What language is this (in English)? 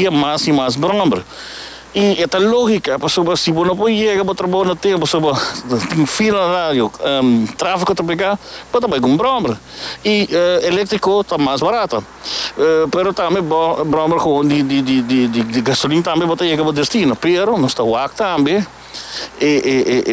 Papiamento